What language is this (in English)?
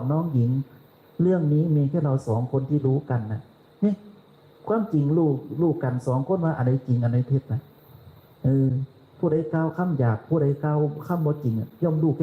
Northeastern Thai